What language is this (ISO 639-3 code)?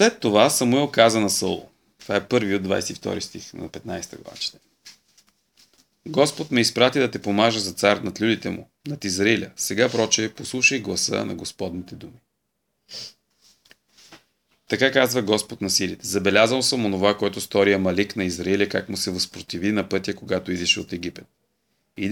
bul